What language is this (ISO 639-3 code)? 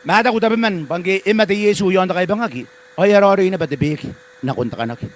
gil